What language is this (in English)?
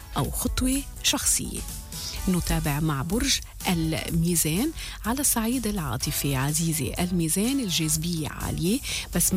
North Levantine Arabic